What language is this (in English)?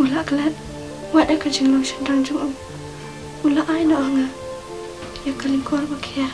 Khasi